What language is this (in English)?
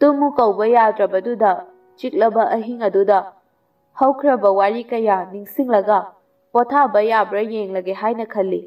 Manipuri